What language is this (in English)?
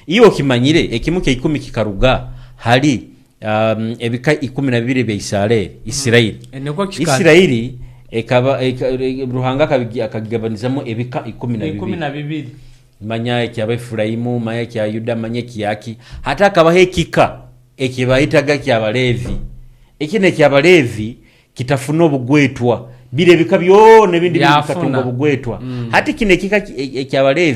Nyoro